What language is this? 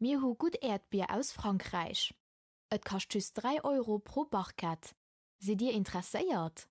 Luxembourgish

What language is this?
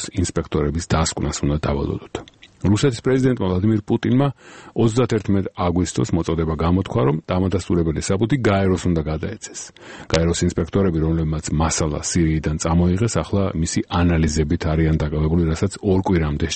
Georgian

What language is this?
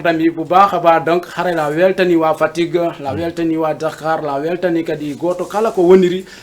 Fula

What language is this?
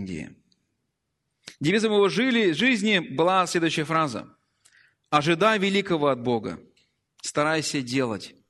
Russian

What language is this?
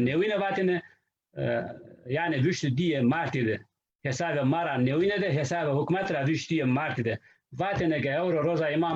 Zaza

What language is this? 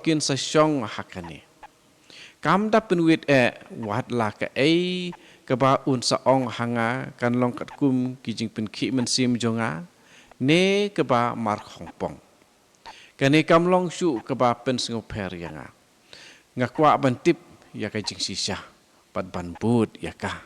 Khasi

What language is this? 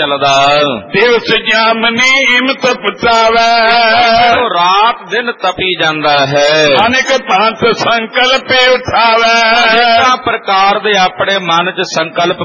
Punjabi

